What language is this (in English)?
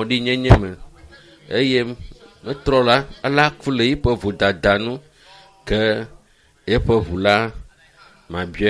Ewe